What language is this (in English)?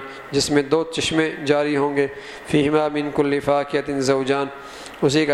Urdu